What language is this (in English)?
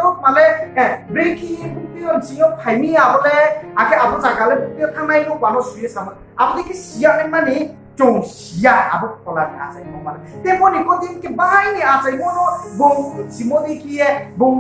Riang (India)